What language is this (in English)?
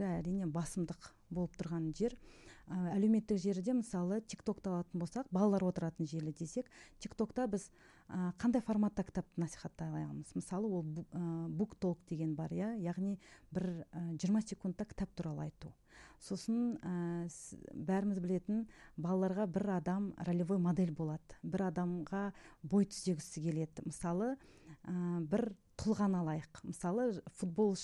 Kazakh